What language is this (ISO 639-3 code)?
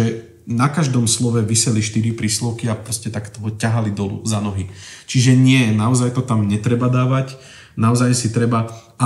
slk